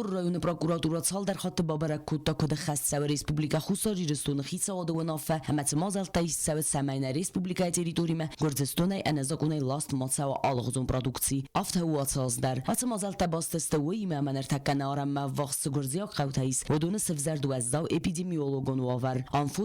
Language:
Ossetic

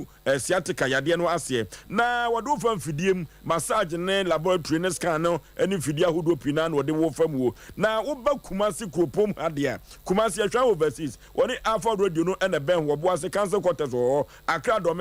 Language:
Akan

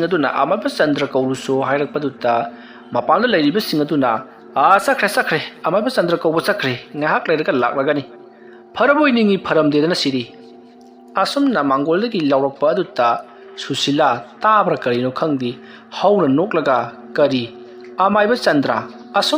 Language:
Manipuri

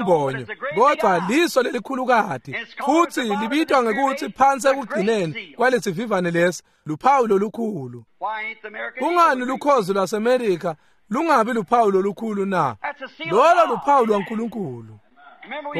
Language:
Swati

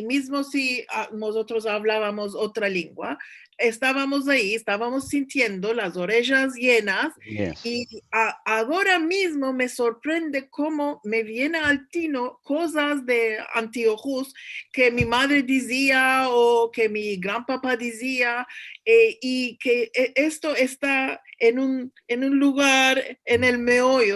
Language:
Ladino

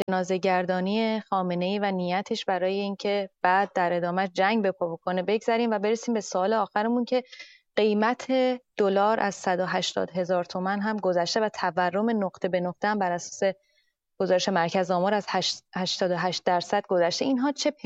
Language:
Persian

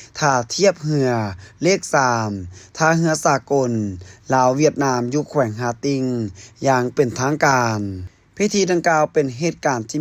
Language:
Lao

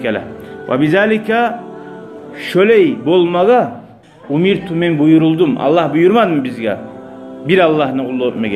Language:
Kumyk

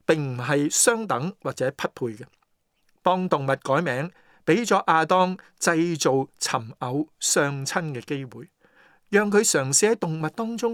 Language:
Cantonese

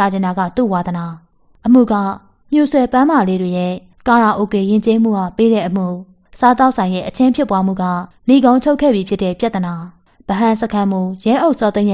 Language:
Burmese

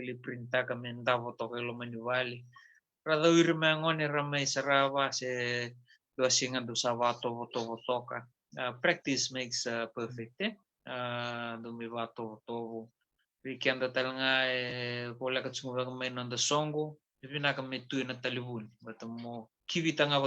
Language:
Fijian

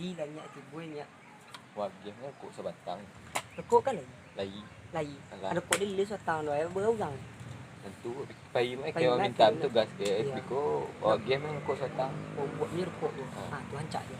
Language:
Minangkabau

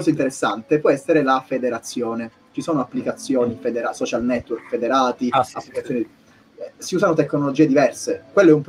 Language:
Italian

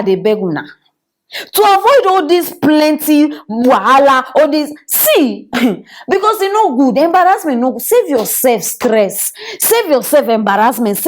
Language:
Nigerian Pidgin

